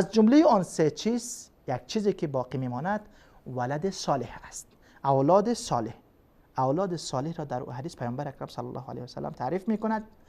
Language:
Persian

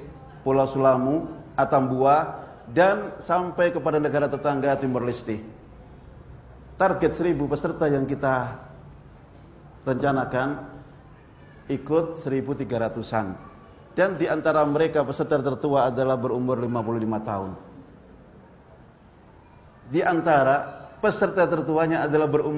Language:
Indonesian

